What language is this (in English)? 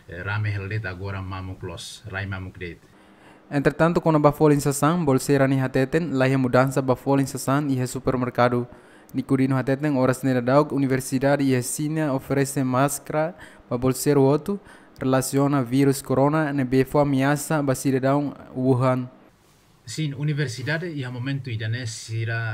Tetum